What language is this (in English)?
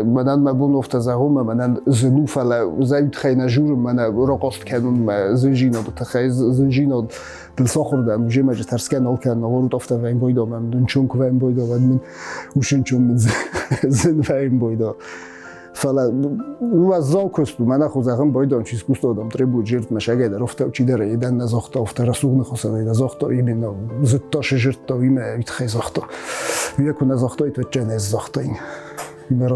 Ossetic